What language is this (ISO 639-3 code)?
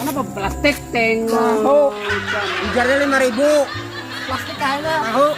bjn